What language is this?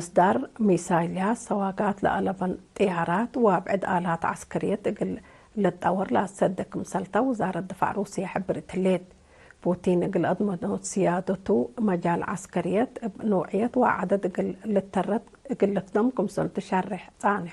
Tigre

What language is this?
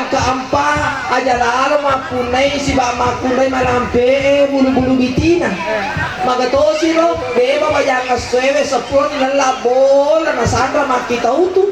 Buginese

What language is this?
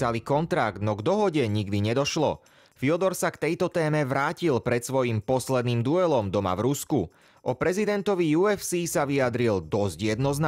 Slovak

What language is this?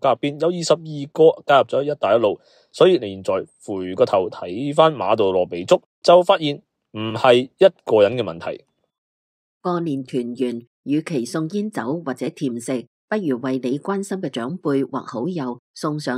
Cantonese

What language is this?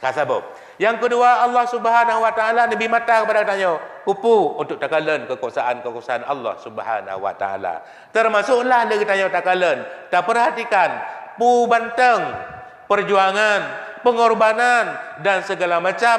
Achinese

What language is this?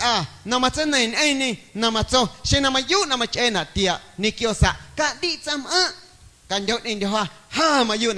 Guerrero Amuzgo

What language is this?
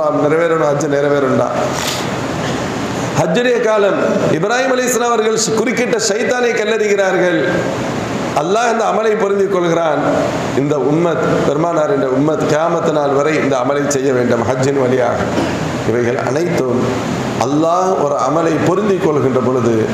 Tamil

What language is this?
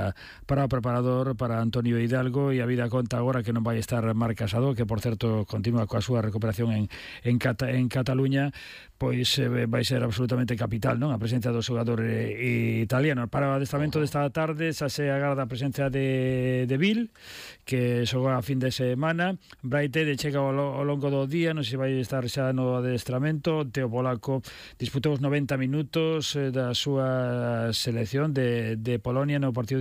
Galician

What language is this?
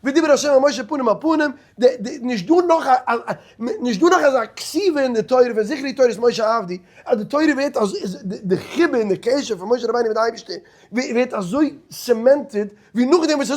Yiddish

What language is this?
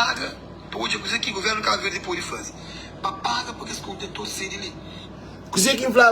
Kabuverdianu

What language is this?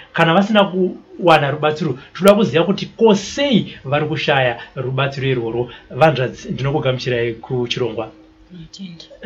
Shona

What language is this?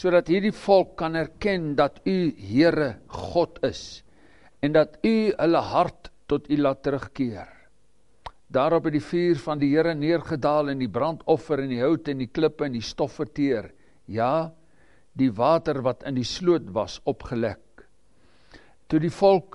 Afrikaans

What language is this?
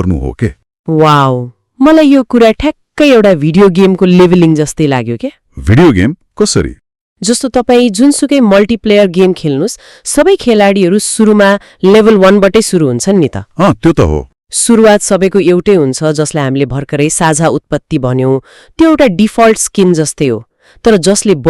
Nepali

